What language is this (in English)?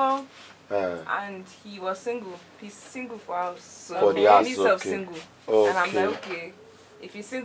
Nigerian Pidgin